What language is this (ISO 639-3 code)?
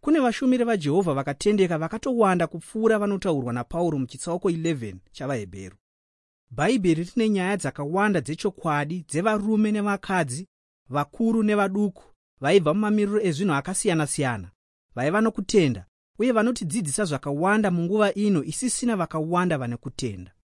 sna